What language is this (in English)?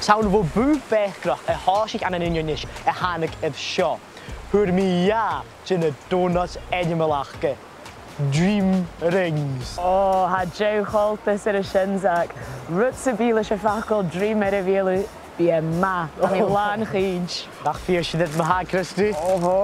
Scottish Gaelic